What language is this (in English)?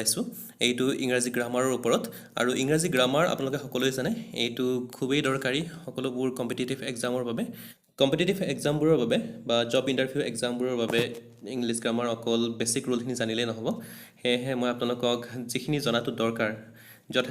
Assamese